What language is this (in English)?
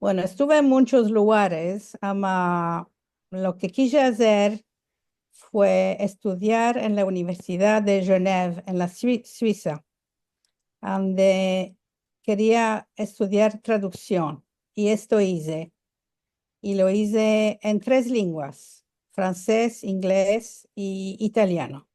Ladino